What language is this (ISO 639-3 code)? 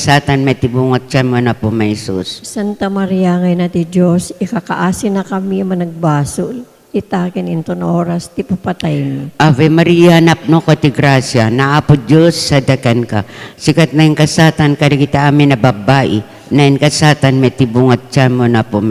ilo